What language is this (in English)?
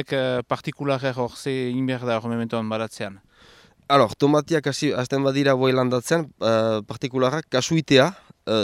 Basque